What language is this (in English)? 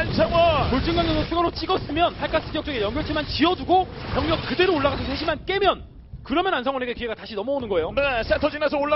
Korean